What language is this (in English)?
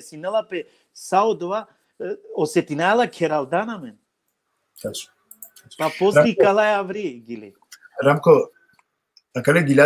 Balkan Romani